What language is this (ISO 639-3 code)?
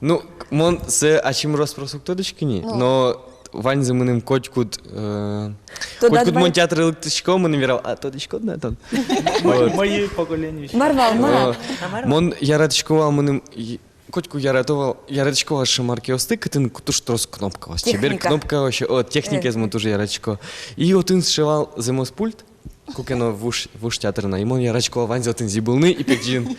udm